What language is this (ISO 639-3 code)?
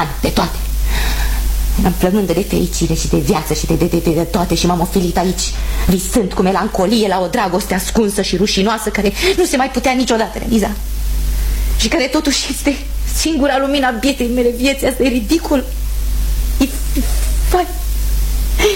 ron